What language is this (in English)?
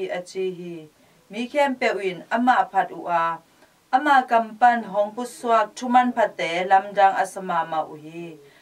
Tedim Chin